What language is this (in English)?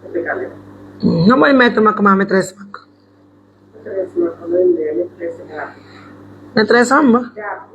Pular